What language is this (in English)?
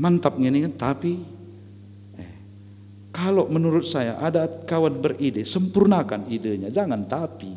Batak Karo